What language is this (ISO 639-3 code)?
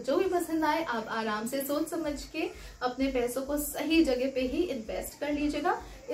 hin